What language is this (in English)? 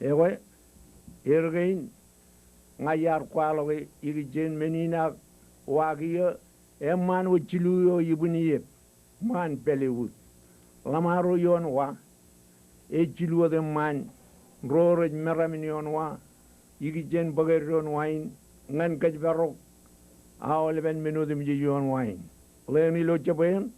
Marshallese